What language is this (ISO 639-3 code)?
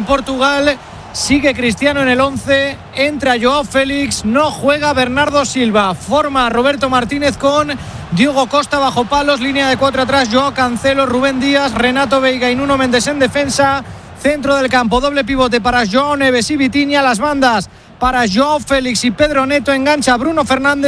spa